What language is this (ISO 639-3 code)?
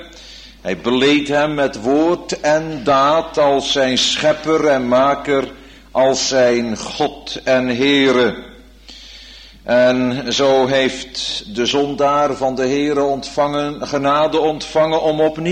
nld